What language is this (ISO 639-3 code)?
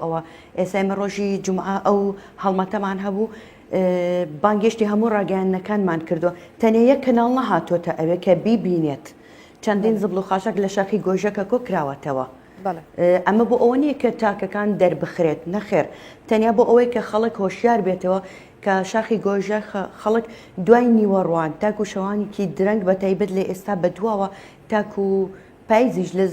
ckb